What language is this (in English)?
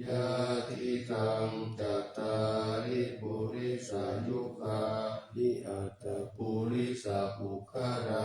Pali